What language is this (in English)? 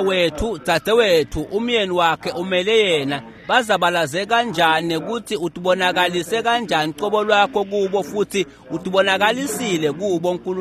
Swati